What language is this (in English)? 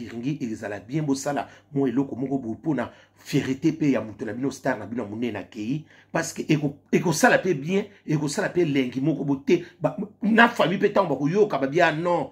Lingala